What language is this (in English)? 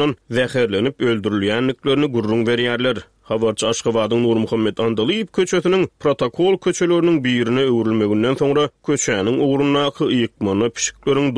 Turkmen